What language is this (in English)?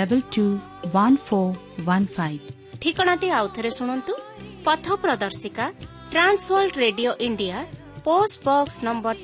Odia